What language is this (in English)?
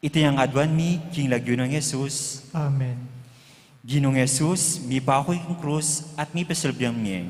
Pampanga